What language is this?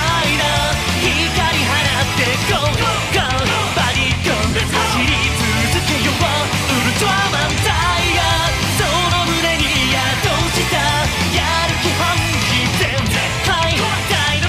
Japanese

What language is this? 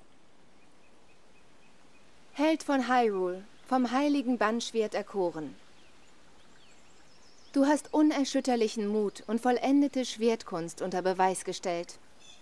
German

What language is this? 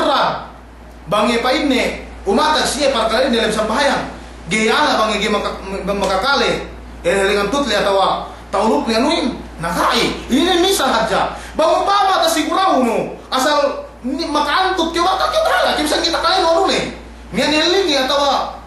Yakan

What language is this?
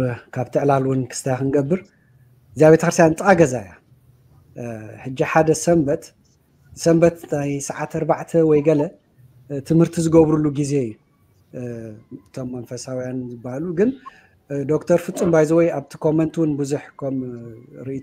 Tigrinya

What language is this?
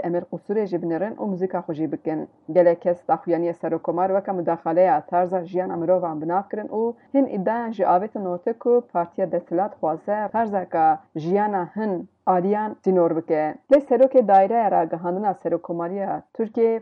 Kurdish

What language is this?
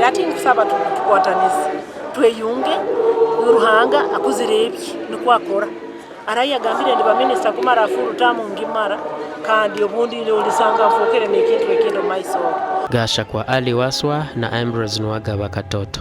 Nyankole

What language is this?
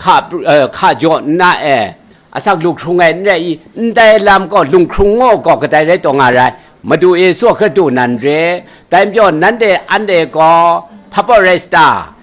Kachin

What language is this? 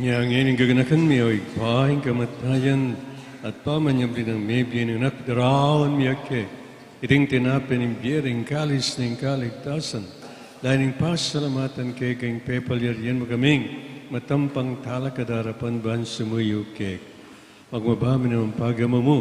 Pampanga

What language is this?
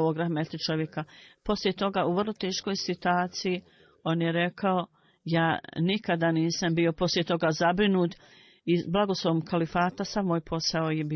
Bosnian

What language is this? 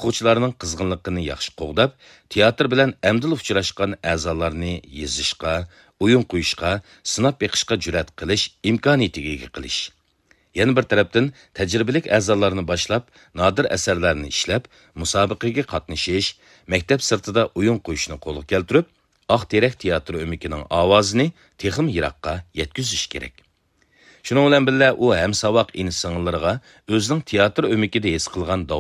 Uyghur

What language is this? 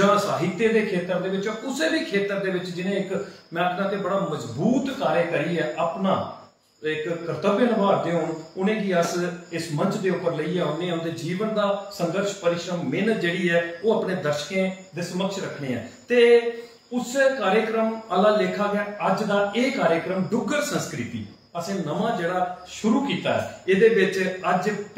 Dogri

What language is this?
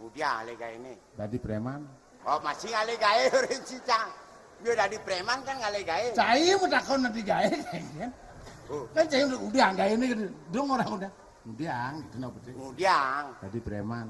Balinese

